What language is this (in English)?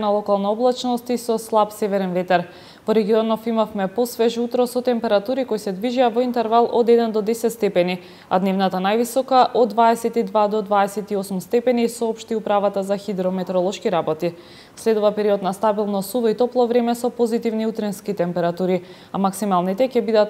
Macedonian